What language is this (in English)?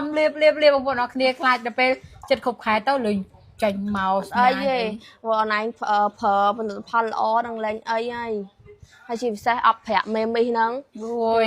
Khmer